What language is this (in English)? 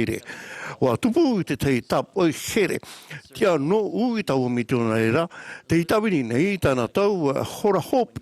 Tahitian